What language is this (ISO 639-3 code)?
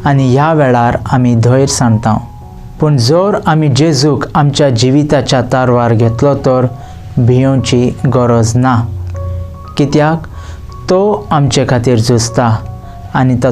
kok